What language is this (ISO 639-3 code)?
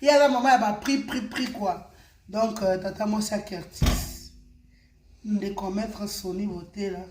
lin